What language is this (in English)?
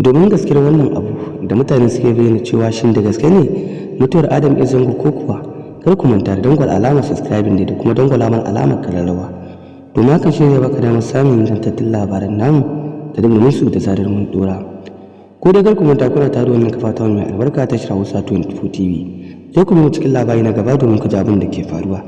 Hausa